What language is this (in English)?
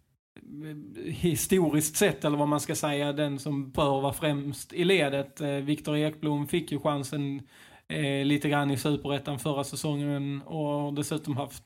Swedish